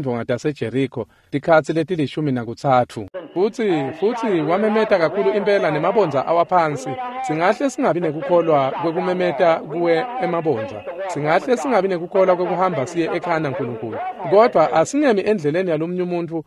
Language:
Swati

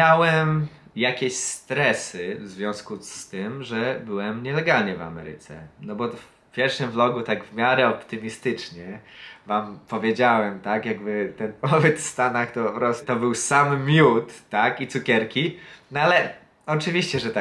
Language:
Polish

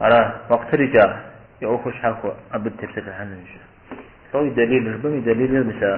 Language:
Kabardian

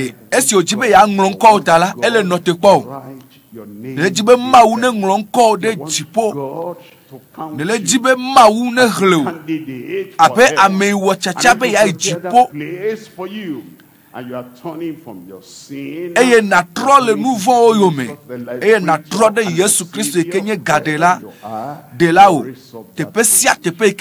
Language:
Ewe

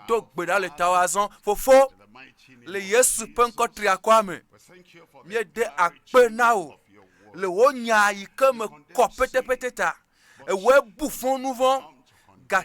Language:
Ewe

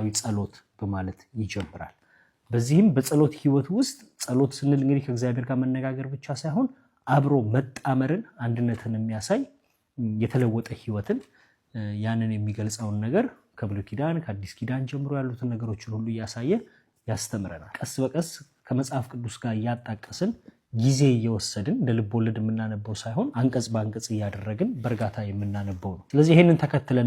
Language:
Amharic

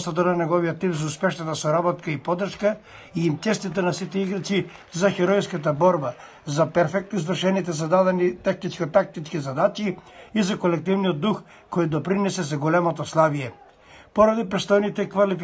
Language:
Macedonian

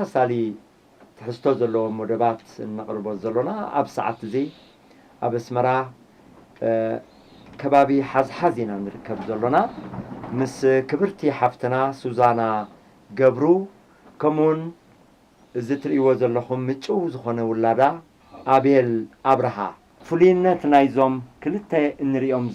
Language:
Tigrinya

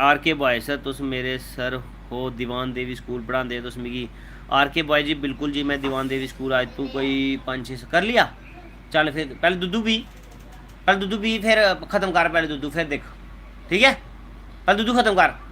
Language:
Dogri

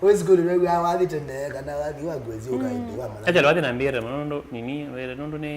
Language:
Kamba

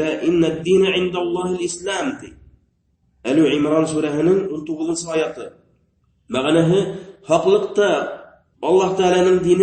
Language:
Bashkir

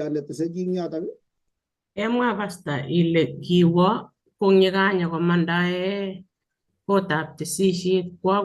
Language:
Kalenjin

